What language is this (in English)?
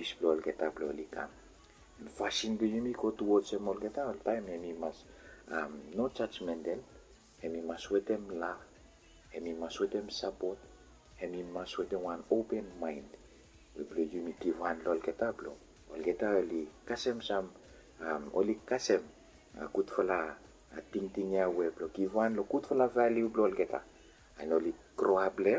Bislama